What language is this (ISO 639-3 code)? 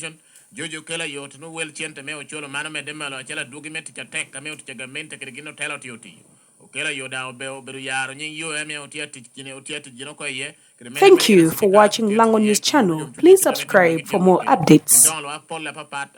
laj